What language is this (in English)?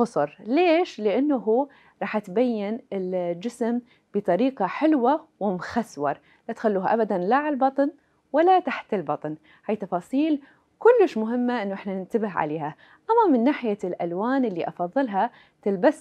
Mesopotamian Arabic